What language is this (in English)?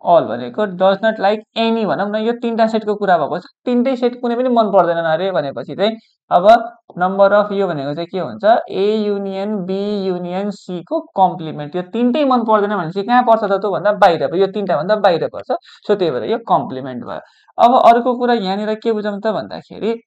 Nepali